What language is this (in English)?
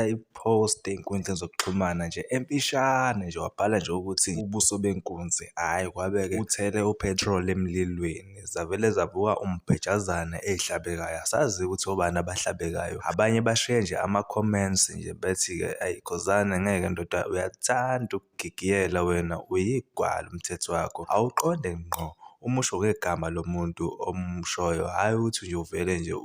Zulu